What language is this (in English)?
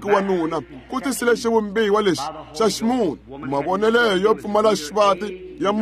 Tsonga